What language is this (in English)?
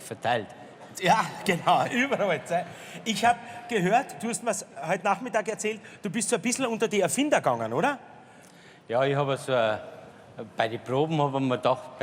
Bavarian